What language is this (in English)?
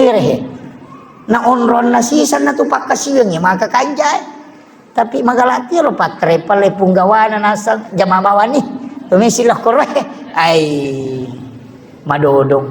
Buginese